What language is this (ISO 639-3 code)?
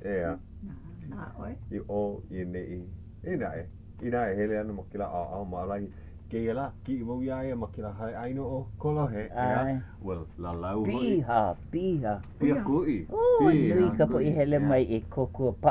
haw